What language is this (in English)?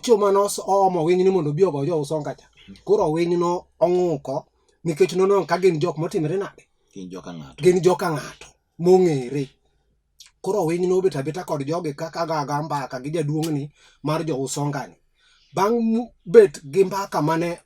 Luo (Kenya and Tanzania)